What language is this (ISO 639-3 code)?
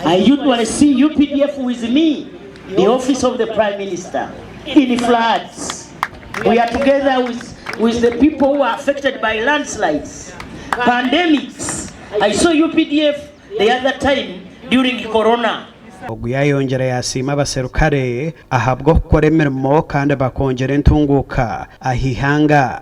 nyn